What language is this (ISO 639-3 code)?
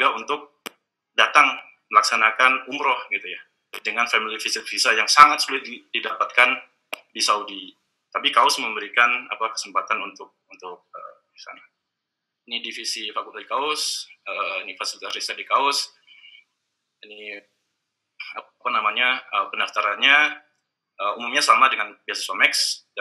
ind